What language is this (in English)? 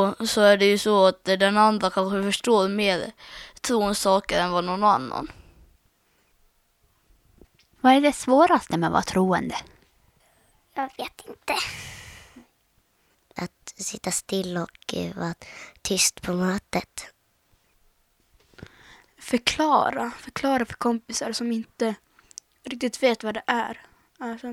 Swedish